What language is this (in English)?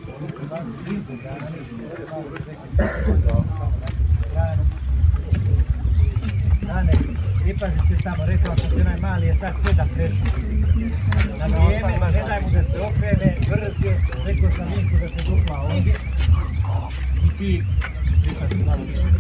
Croatian